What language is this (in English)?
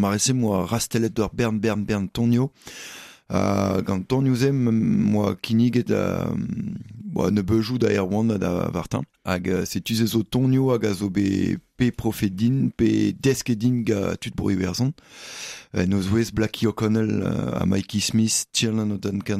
Breton